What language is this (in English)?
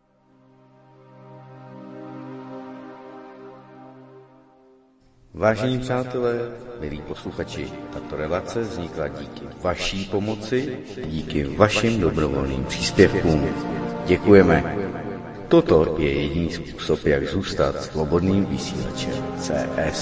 Czech